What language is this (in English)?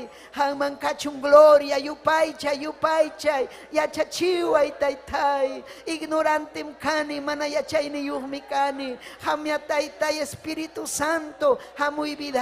Ayacucho Quechua